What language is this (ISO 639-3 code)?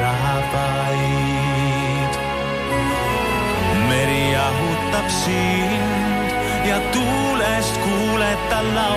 est